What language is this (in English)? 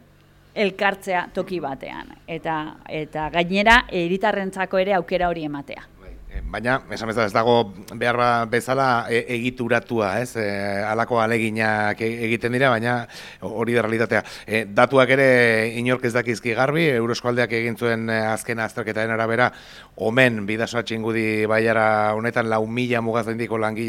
Basque